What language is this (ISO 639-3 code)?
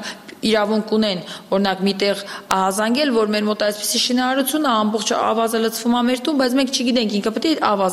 hye